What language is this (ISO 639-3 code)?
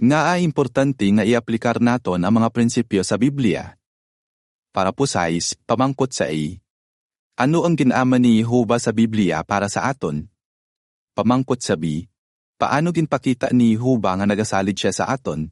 hil